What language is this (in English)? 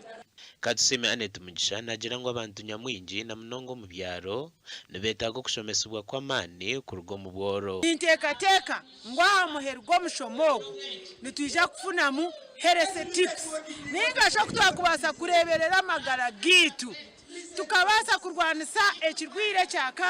Nyankole